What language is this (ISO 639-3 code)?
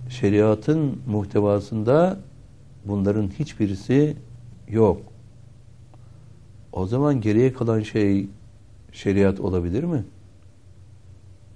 tur